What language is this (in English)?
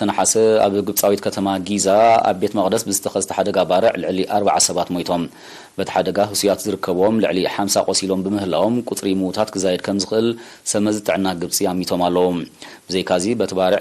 Tigrinya